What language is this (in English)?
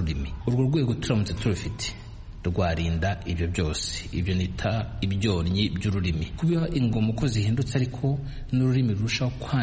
Kinyarwanda